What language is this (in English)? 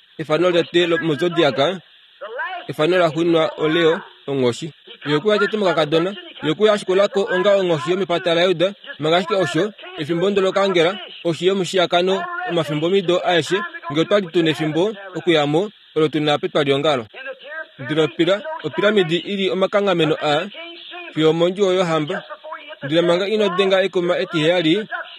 Kuanyama